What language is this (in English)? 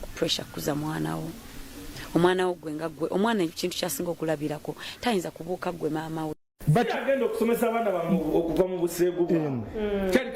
Ganda